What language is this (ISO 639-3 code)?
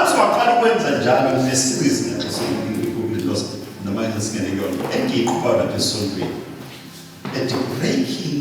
zul